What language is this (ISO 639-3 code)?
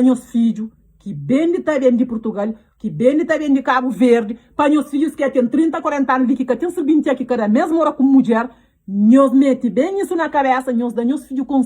kea